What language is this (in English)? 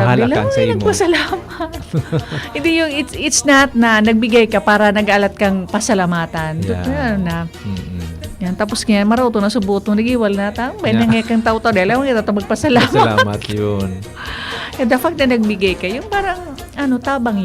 Bikol